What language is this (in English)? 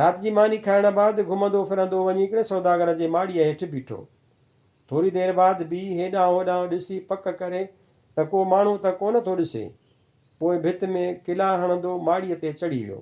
Sindhi